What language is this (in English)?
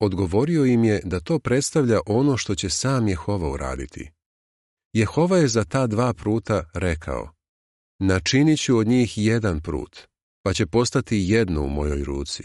Serbian